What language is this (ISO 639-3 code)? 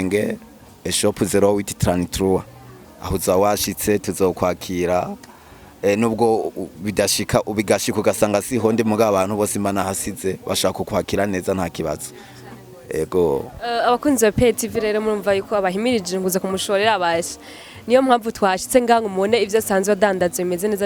run